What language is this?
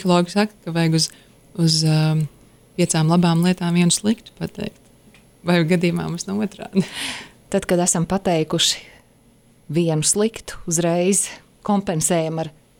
Latvian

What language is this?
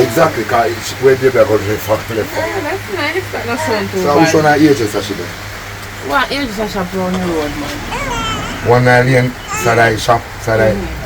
Jamaican Creole English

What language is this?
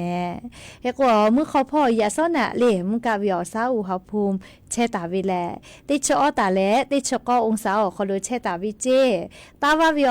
Lahu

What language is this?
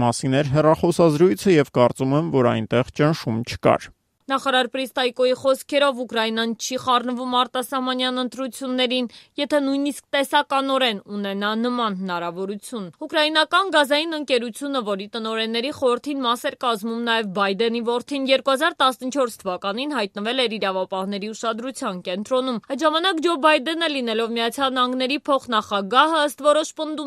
Armenian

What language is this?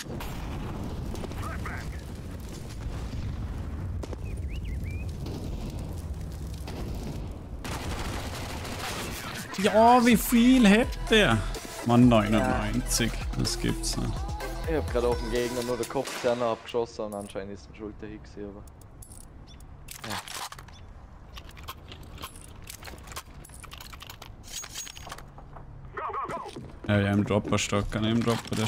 German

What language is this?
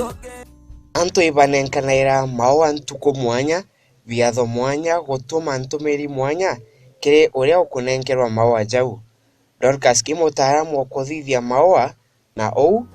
Meru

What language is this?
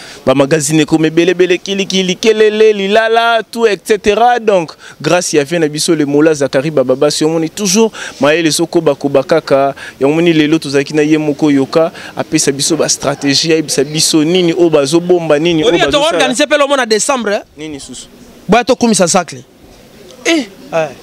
Lingala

